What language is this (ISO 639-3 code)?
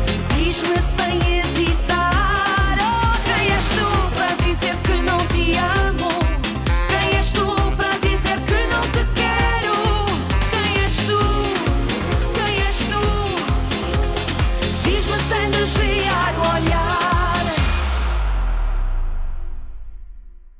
por